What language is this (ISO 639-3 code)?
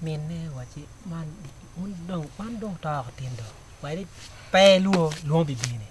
ach